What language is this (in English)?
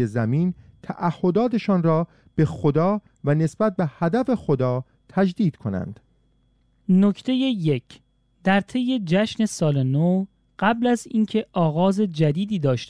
Persian